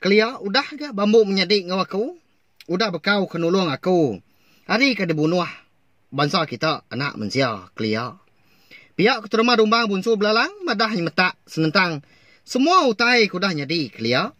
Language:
Iban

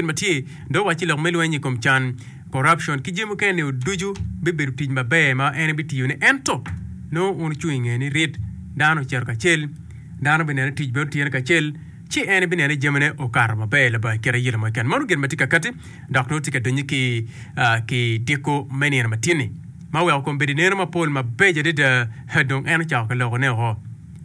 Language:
Acoli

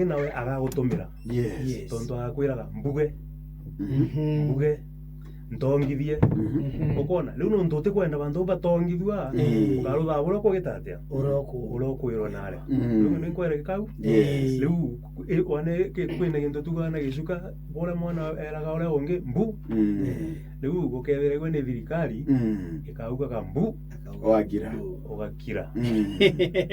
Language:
Meru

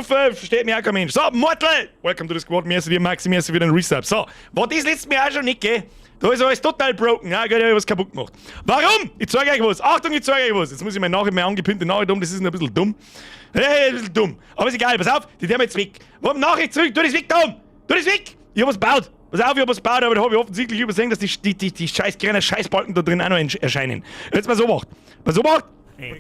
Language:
Bavarian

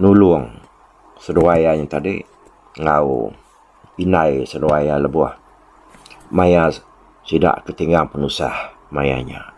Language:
Iban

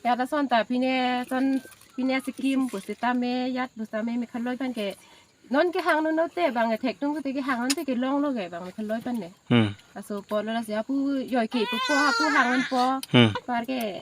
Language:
Karbi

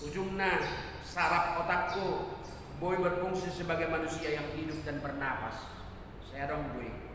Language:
Batak Toba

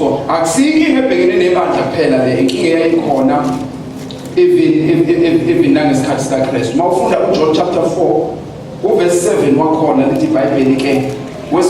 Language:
Zulu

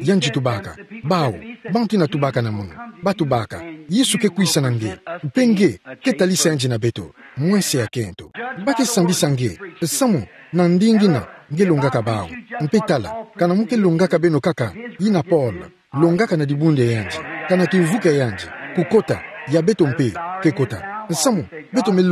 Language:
Kituba (Democratic Republic of Congo)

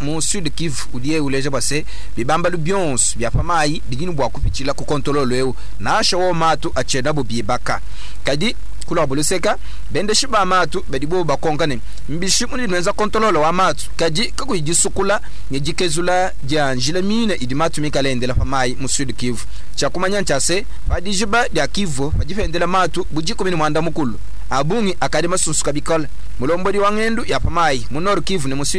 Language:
Luba-Lulua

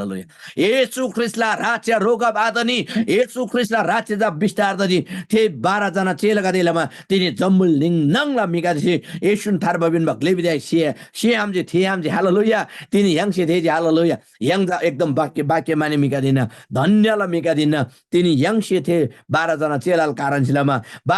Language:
Eastern Tamang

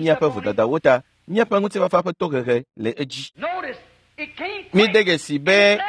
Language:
Ewe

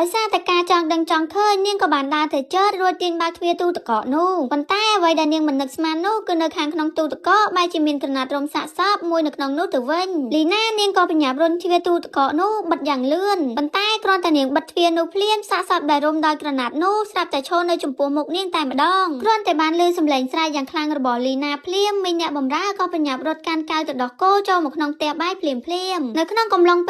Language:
Khmer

